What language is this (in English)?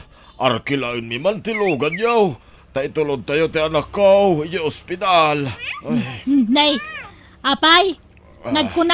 Iloko